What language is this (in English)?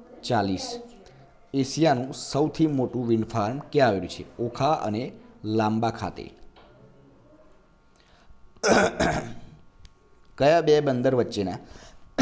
Gujarati